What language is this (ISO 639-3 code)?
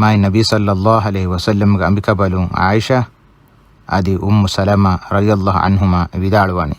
div